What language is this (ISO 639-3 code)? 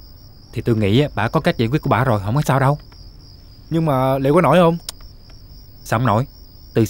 vie